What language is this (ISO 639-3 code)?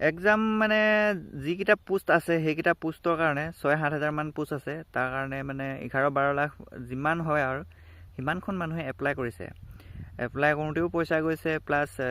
asm